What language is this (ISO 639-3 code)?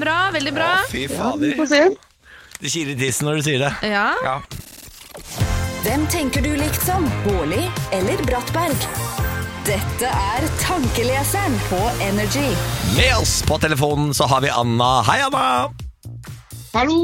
nor